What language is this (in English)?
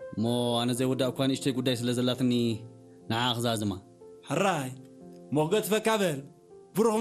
Tigrinya